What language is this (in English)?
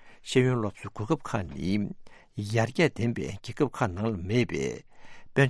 Tibetan